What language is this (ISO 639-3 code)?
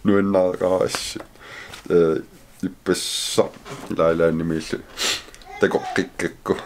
kal